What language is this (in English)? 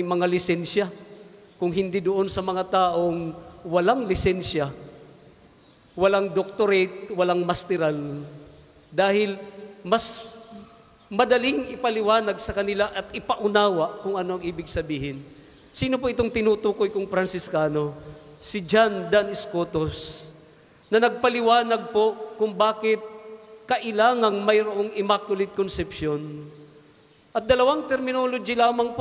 Filipino